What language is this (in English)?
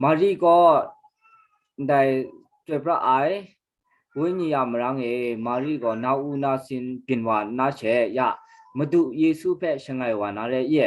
Kachin